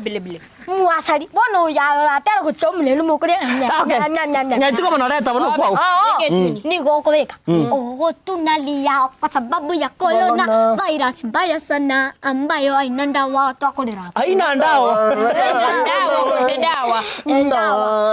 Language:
Gusii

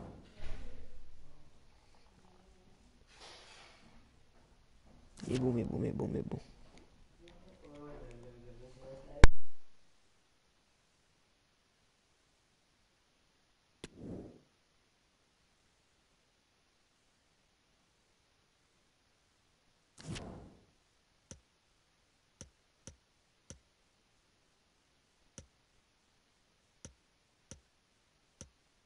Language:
French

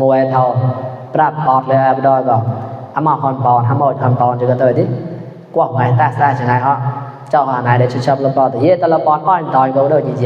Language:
Mon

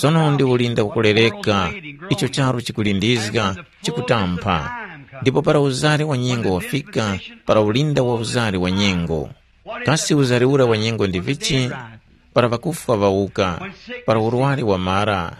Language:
Tumbuka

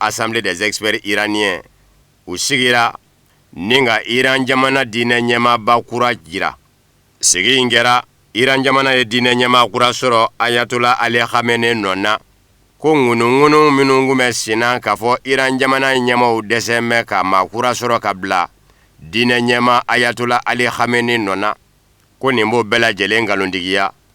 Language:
Bambara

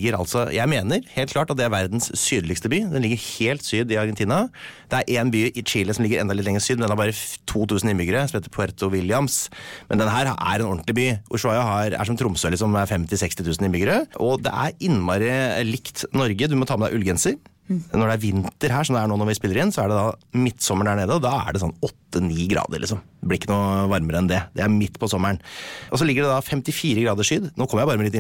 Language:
Norwegian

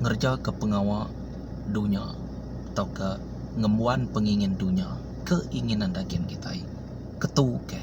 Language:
Iban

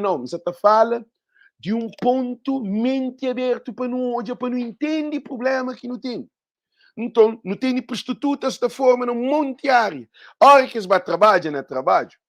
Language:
Kabuverdianu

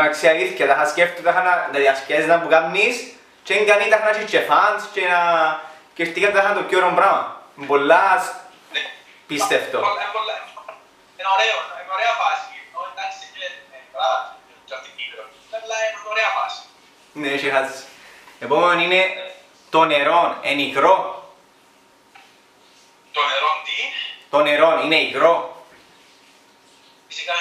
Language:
Greek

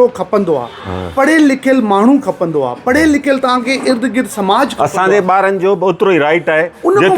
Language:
Sindhi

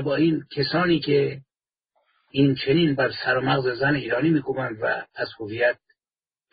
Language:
Persian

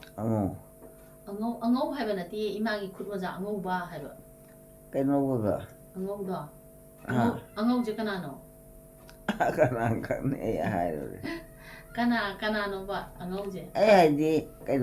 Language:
Manipuri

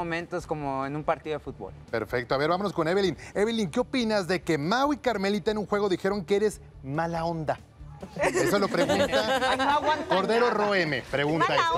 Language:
Spanish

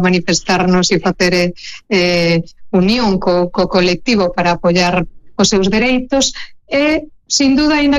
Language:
Galician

